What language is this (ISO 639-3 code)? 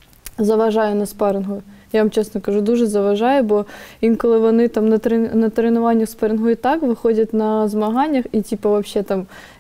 ukr